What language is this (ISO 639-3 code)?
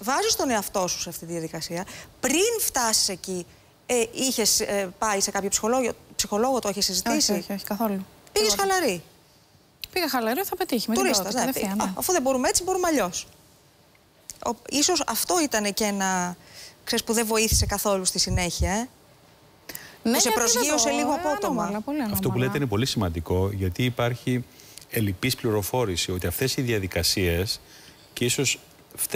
ell